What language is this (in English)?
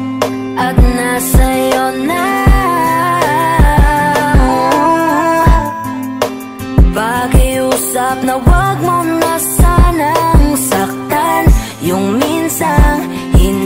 Filipino